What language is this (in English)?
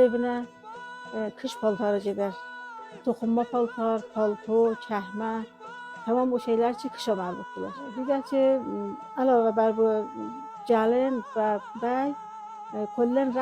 South Azerbaijani